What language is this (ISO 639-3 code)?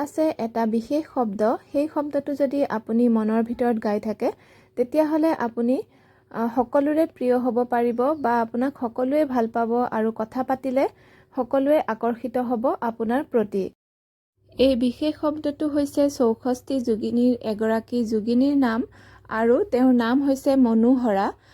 asm